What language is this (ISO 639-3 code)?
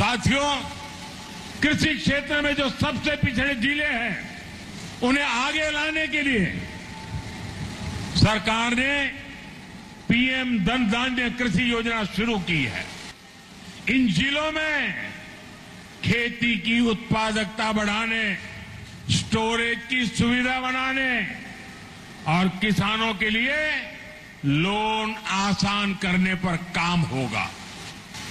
hin